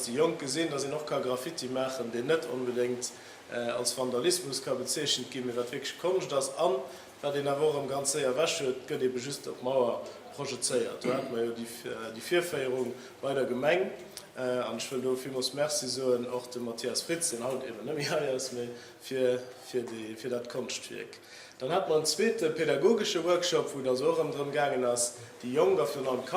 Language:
Luxembourgish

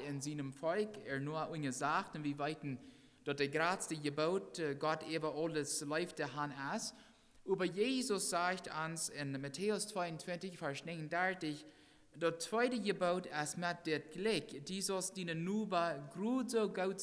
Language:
Plautdietsch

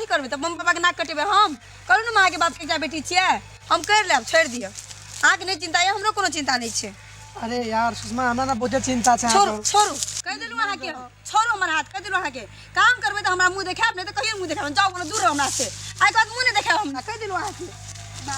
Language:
Maithili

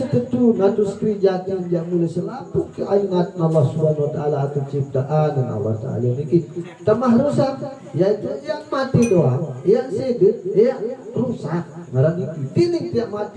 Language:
Sasak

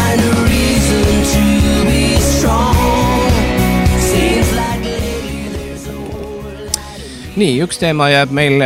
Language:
Estonian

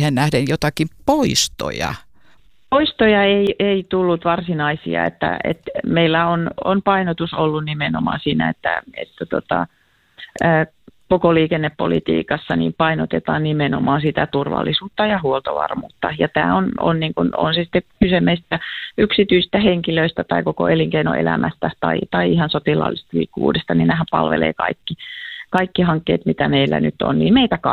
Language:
Finnish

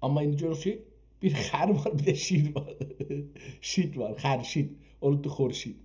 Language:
South Azerbaijani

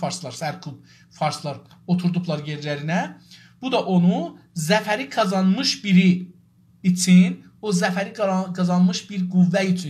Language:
South Azerbaijani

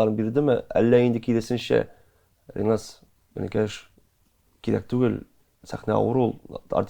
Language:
Tatar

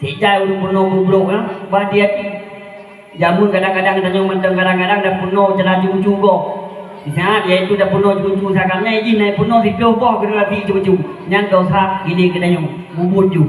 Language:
Achinese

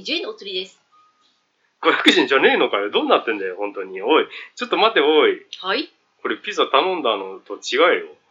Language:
Japanese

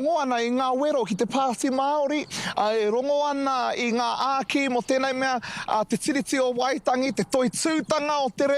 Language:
Māori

